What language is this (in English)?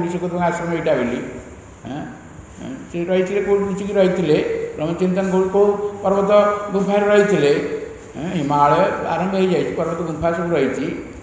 Odia